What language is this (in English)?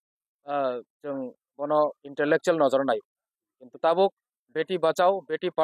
Kok Borok